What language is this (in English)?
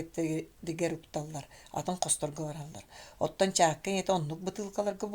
Yakut